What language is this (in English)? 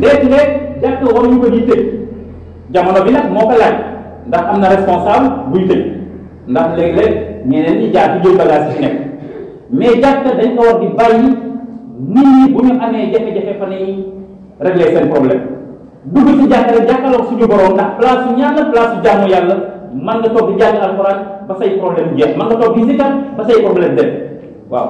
Wolof